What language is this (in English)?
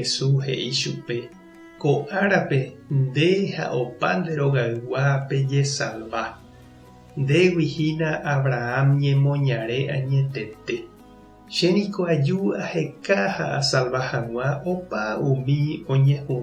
Guarani